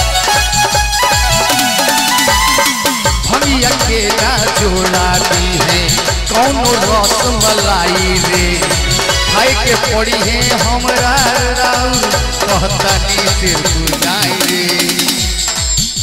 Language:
Bhojpuri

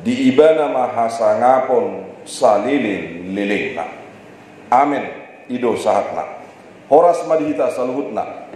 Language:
Batak Toba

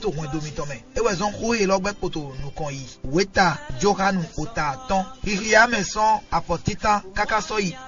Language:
Fon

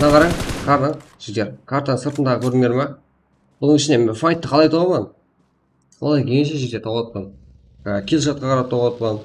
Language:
Kara-Kalpak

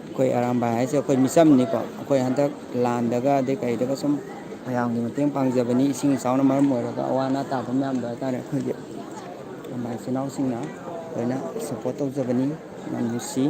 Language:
Manipuri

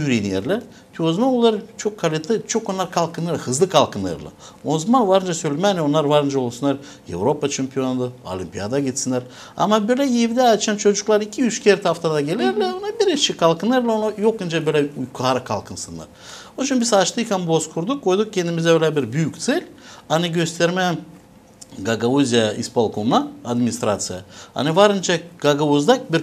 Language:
Gagauz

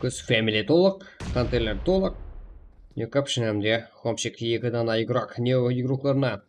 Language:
Kara-Kalpak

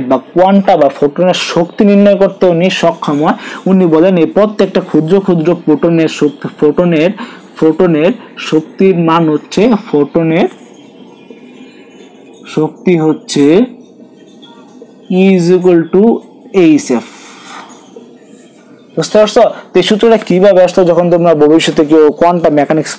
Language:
Bangla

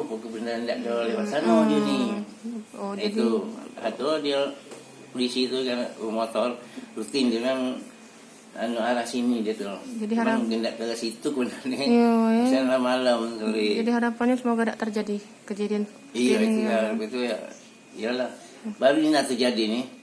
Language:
Musi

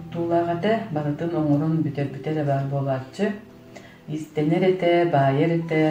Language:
Yakut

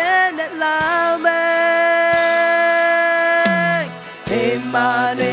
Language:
Akha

